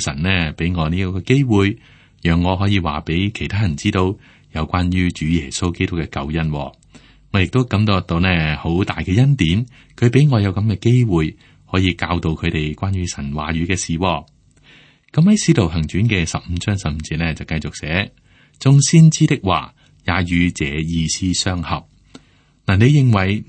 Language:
Cantonese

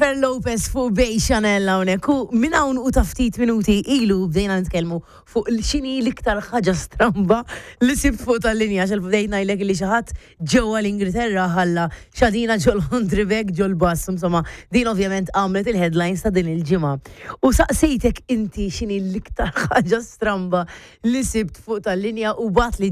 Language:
Maltese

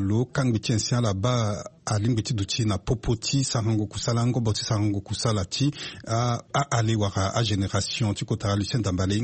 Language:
Sango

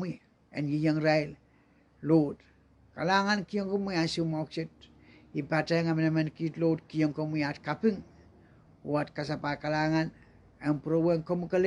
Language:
Pohnpeian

